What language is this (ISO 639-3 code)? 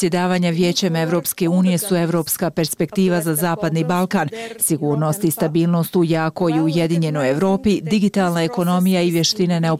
bos